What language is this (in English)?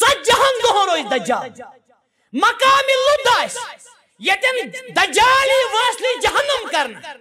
Kashmiri